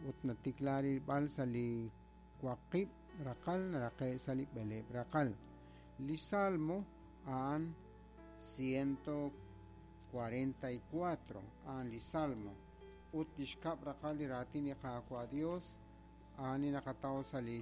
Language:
Kekchí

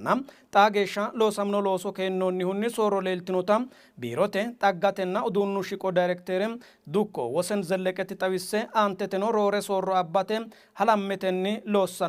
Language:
Sidamo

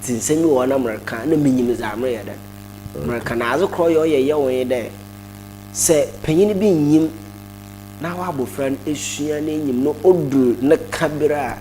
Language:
Akan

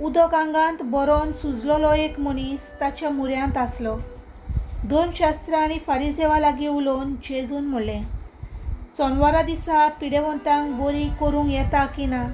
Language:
Konkani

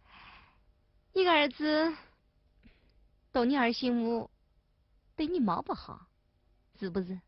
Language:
Wu Chinese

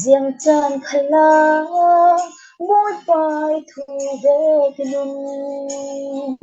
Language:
Falam Chin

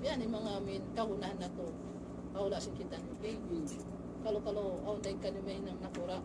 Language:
Tausug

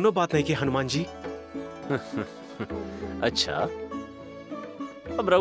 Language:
Bhojpuri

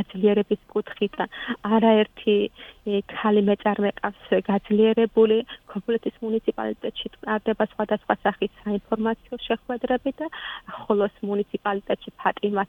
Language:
Georgian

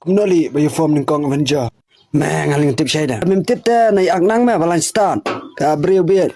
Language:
Khasi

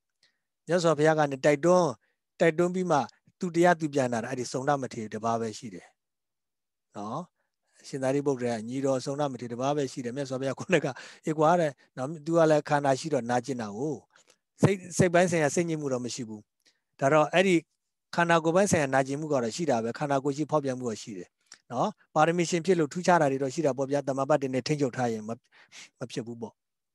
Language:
Burmese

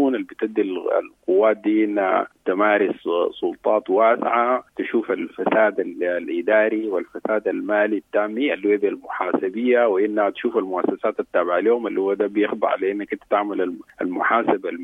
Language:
Sudanese Arabic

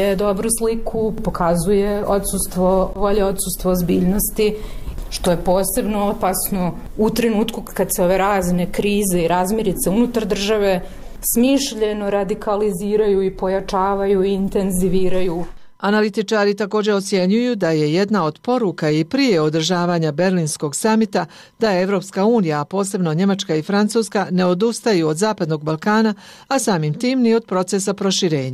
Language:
Bosnian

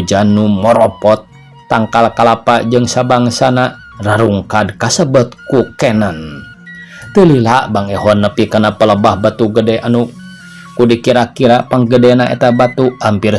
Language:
Sundanese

